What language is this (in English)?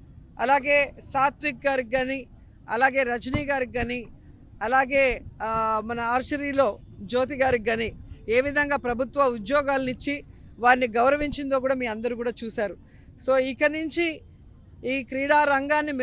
Telugu